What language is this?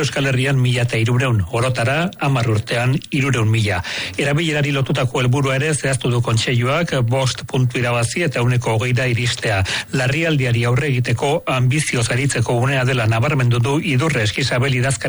Basque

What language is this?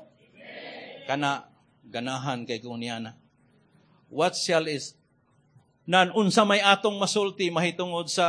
Cebuano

